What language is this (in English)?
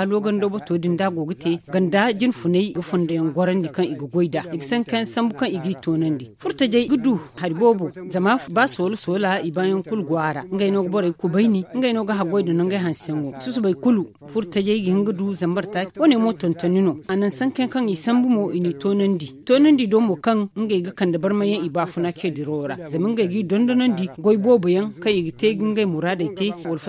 Zarma